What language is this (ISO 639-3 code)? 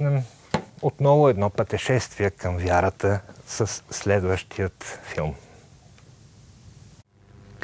bul